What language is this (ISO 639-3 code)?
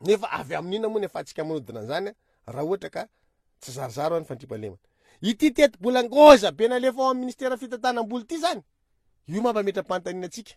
mlg